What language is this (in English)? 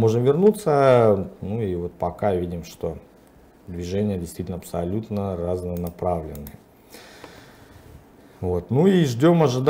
Russian